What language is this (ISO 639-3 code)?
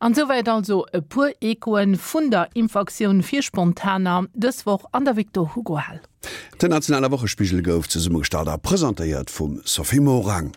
ltz